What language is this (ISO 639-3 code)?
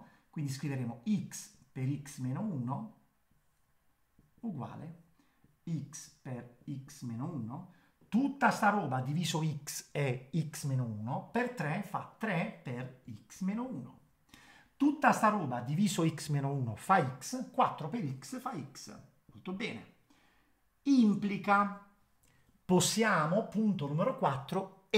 ita